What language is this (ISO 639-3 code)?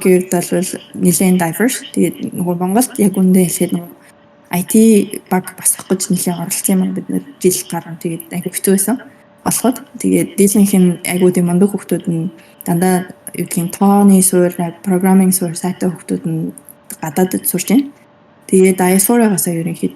mon